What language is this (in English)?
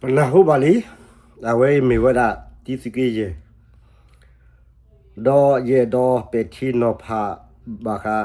S'gaw Karen